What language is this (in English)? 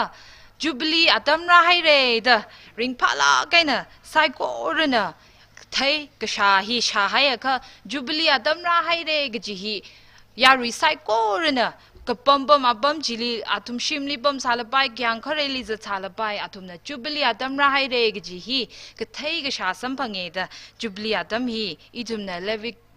Tangkhul Naga (India)